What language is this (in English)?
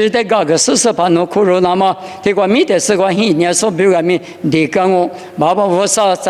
Lisu